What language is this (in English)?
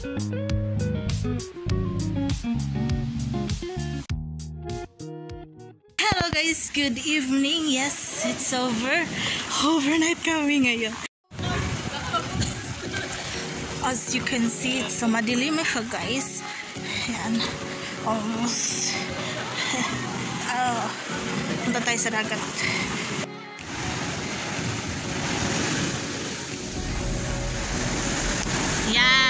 Filipino